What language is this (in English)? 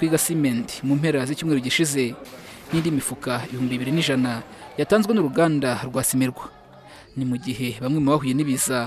Kinyarwanda